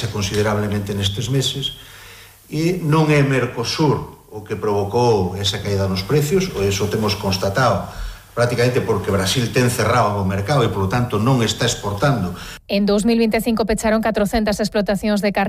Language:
Galician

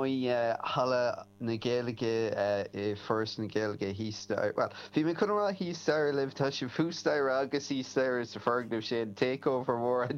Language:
Irish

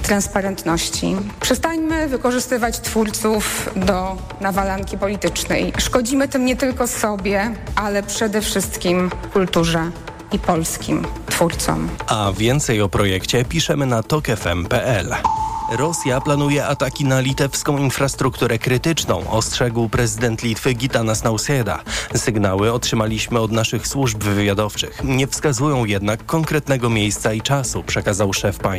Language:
Polish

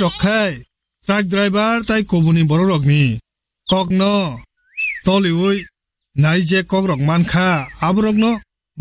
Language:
Kok Borok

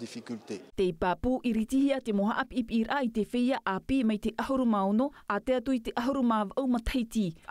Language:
Tahitian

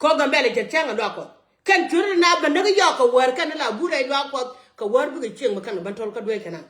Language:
Nuer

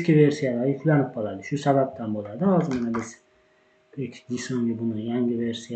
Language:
Uzbek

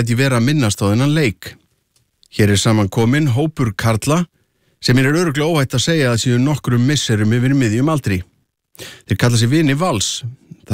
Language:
Icelandic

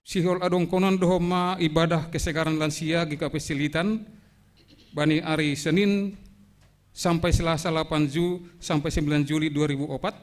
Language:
Batak Simalungun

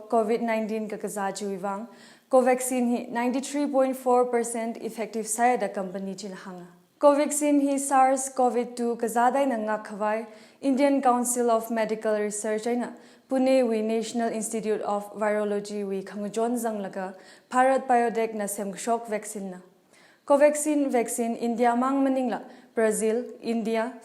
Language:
Tangkhul Naga (India)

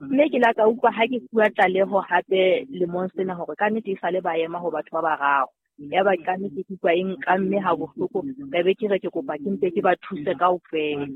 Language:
Southern Sotho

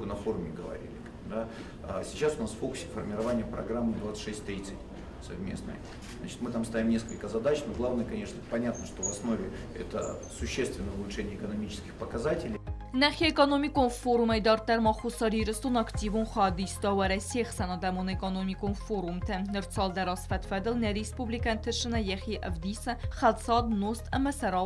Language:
Ossetic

